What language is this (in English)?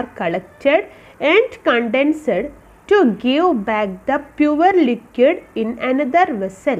English